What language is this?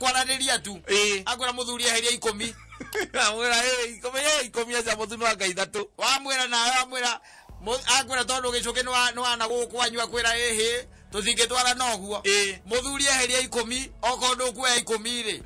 Kikuyu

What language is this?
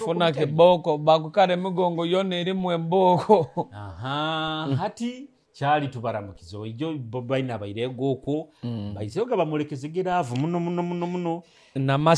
Nyoro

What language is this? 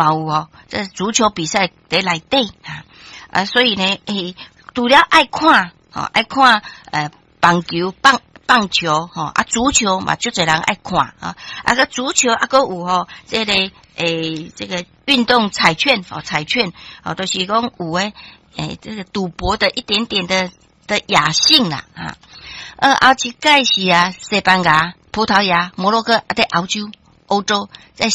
Min Nan Chinese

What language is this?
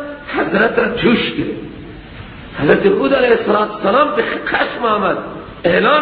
Persian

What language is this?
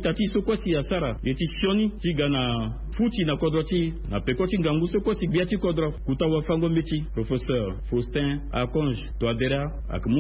Sango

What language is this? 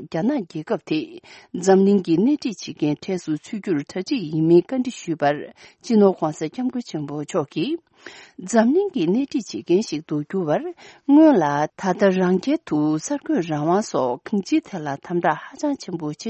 Tibetan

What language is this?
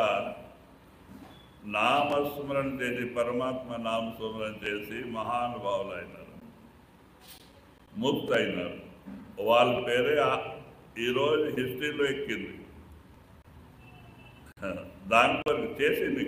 Telugu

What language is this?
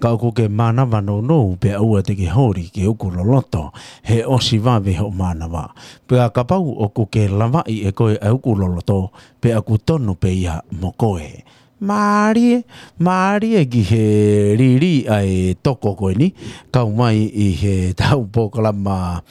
Tongan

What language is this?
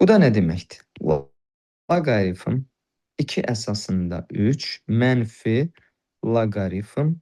Azerbaijani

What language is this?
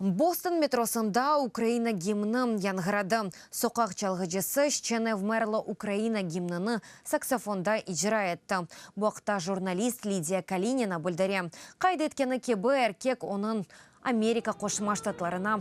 Crimean Tatar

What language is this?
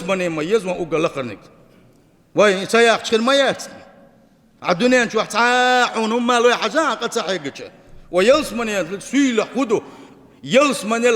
Chechen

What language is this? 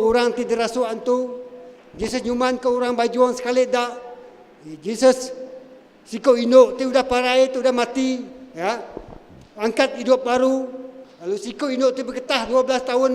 Iban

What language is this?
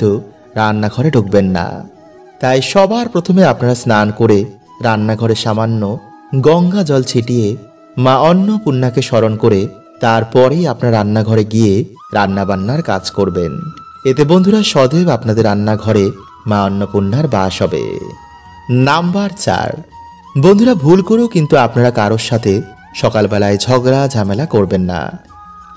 Bangla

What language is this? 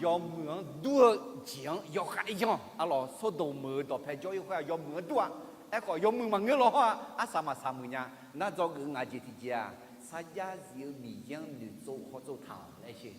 Akha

